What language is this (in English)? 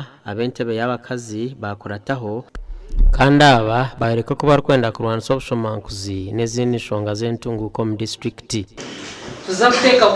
Nyankole